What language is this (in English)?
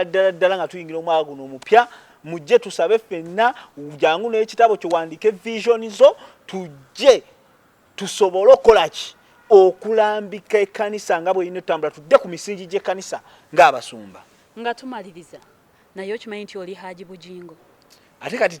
Ganda